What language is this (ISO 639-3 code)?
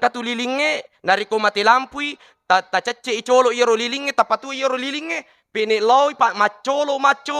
bug